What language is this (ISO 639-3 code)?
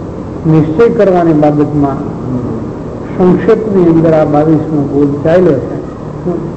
guj